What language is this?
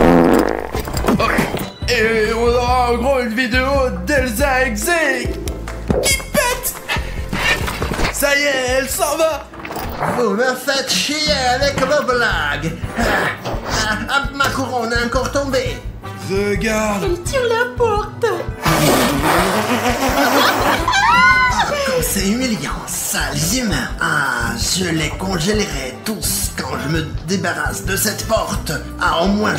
French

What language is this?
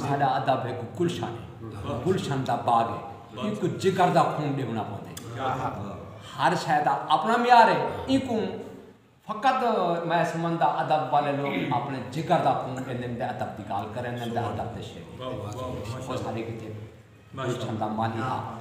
Saraiki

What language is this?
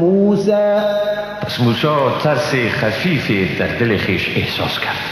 Persian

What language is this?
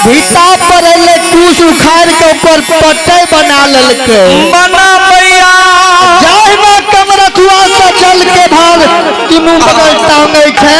Maithili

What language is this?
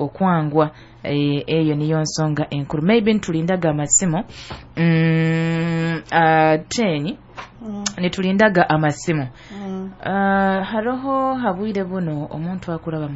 Nyoro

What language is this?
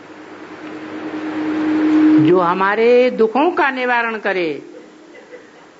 Hindi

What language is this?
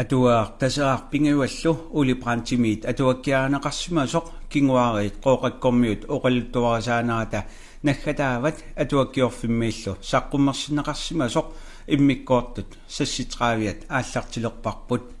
Kalaallisut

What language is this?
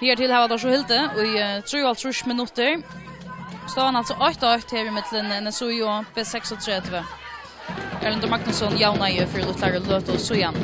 Faroese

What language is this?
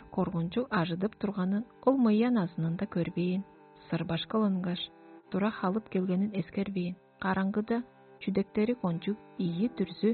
Tuvinian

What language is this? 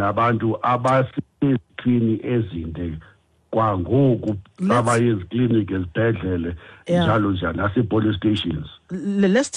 Xhosa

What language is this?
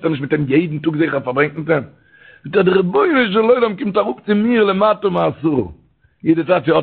Yiddish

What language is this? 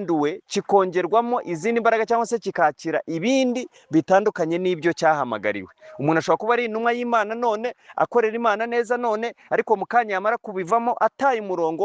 Kinyarwanda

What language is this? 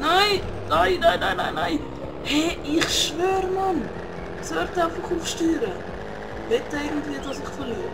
Swiss German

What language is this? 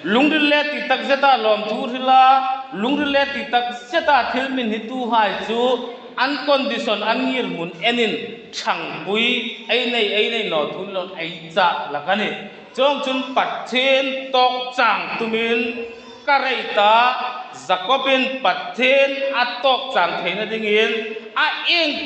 Hmar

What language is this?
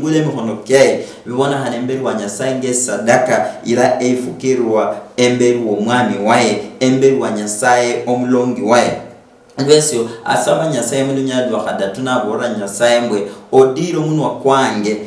Luyia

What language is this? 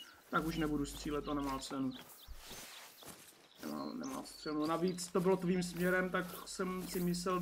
Czech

